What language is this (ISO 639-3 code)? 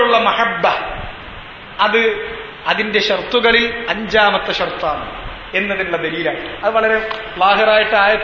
mal